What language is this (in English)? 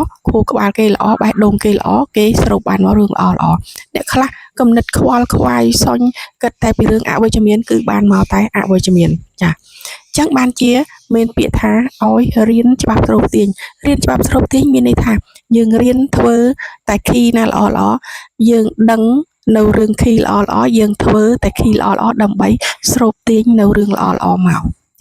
Khmer